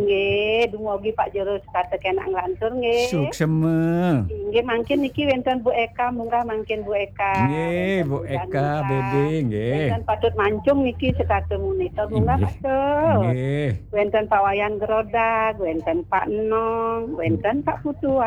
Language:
Balinese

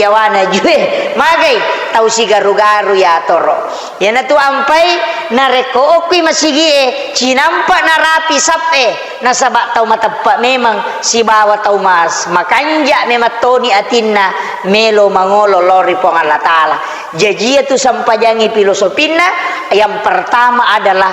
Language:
Buginese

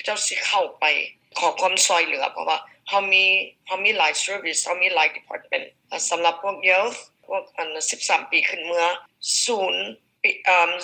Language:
Lao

